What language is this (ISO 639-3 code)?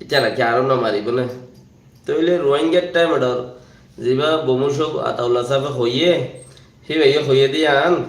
rhg